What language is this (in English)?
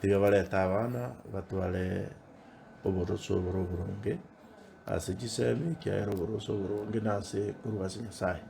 Gusii